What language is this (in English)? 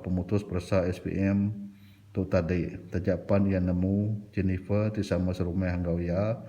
Iban